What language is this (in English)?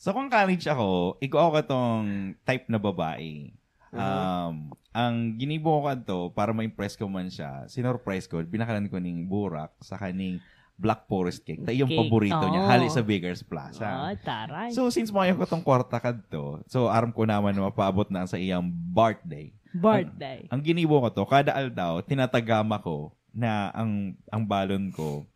Bikol